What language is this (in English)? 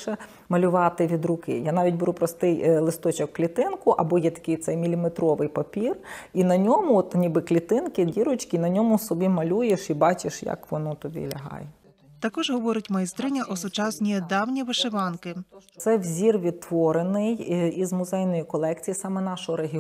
Ukrainian